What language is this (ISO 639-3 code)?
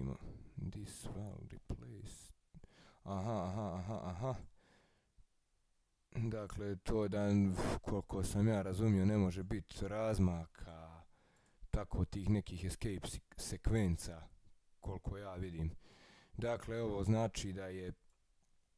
hrv